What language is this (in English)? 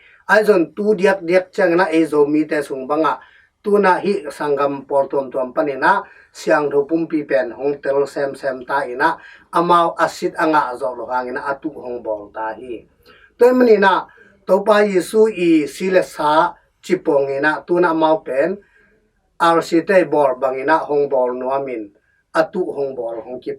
Tedim Chin